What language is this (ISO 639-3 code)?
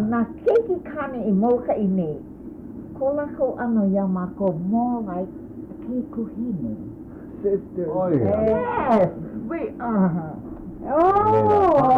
haw